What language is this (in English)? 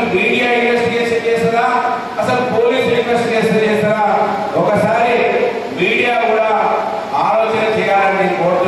Telugu